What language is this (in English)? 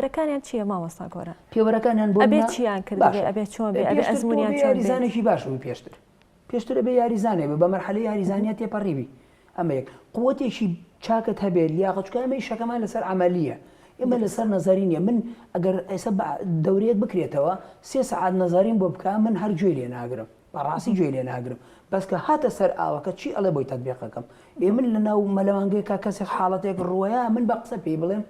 Central Kurdish